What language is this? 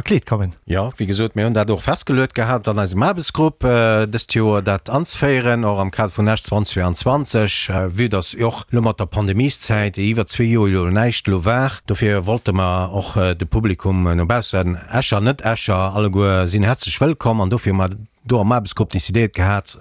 Luxembourgish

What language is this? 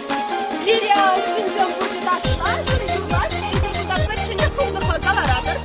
Chuvash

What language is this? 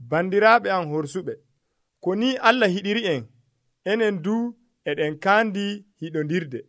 Nigerian Fulfulde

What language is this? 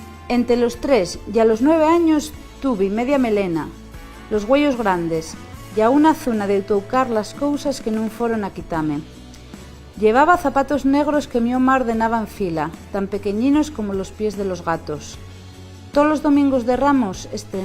Asturian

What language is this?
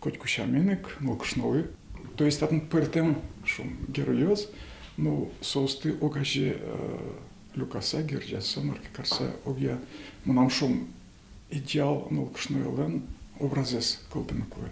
Udmurt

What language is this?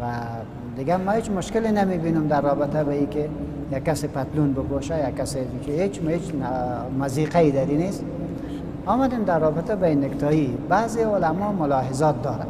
Persian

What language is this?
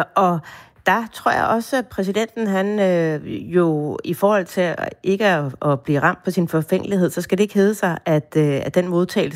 Danish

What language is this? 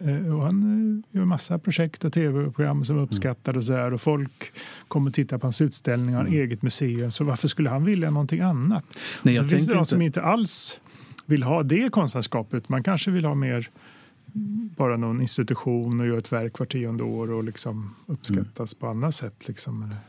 Swedish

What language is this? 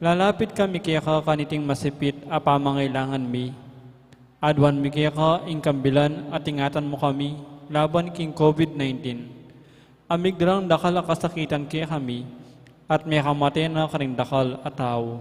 Pampanga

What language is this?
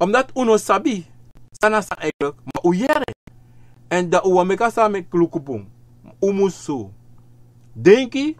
Sranan Tongo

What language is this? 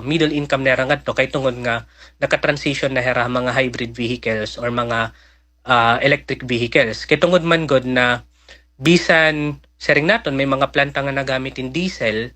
Waray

